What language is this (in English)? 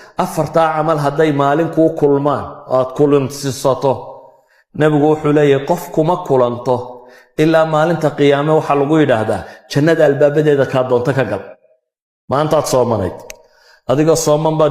Somali